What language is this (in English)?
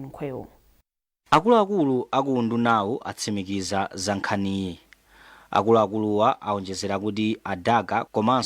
Nyanja